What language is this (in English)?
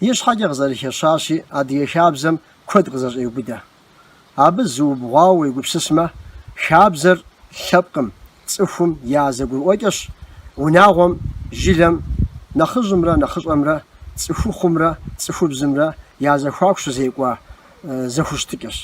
Kabardian